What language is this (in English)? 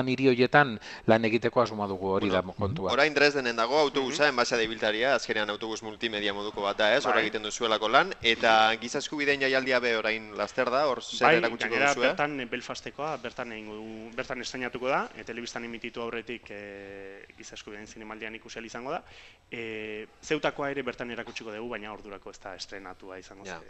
Basque